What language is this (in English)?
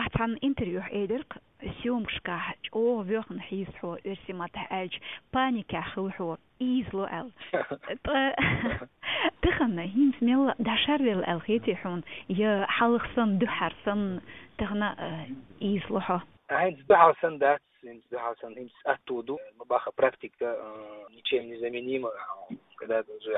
Chechen